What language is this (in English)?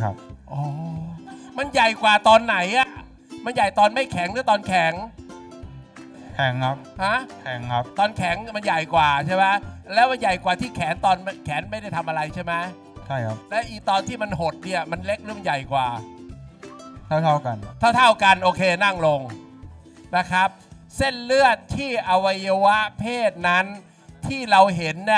Thai